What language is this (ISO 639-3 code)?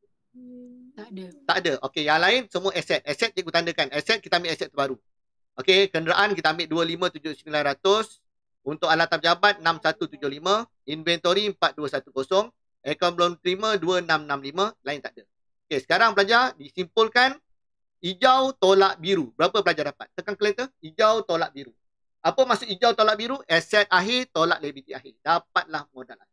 msa